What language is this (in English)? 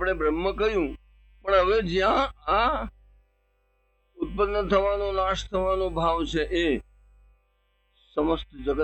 Gujarati